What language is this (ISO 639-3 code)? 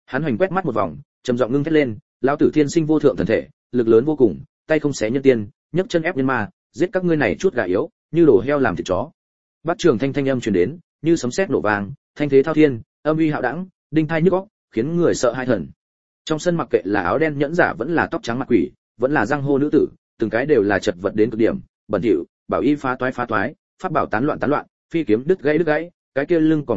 vie